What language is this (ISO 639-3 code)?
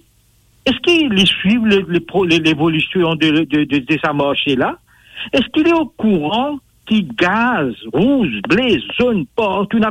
mfe